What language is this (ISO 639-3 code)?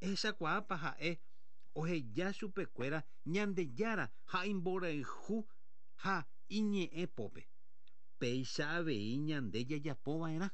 grn